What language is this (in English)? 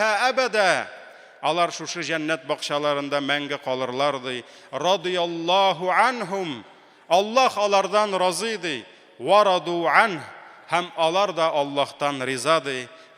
Tatar